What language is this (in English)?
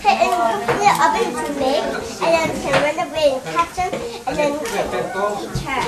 Hakha Chin